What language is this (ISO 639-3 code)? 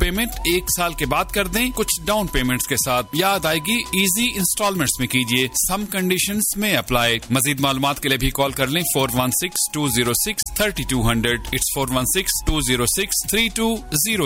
urd